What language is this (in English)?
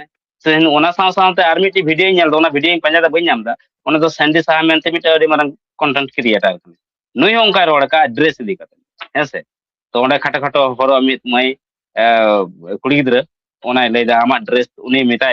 Santali